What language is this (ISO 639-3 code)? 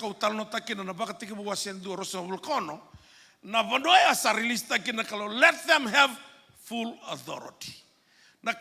fij